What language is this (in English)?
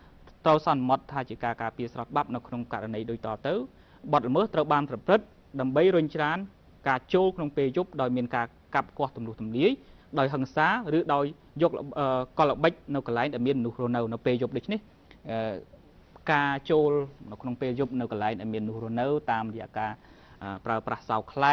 Khmer